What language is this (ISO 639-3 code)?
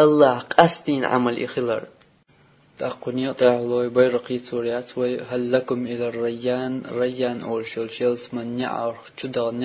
che